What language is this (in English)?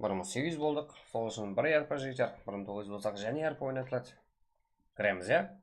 Kara-Kalpak